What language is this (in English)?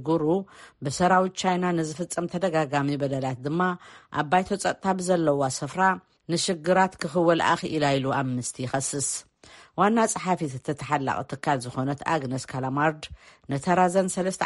Tigrinya